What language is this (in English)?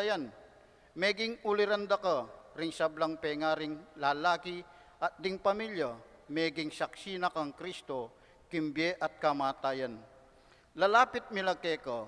Pampanga